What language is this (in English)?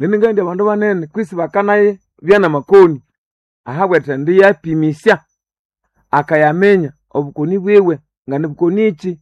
Nande